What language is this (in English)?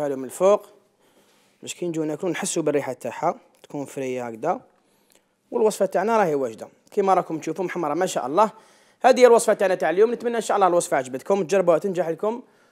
Algerian Arabic